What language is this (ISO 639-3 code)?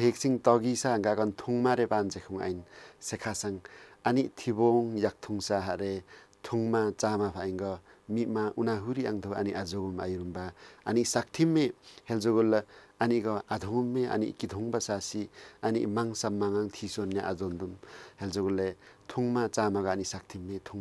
lif